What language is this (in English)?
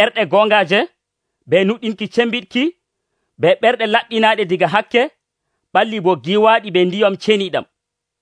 Nigerian Fulfulde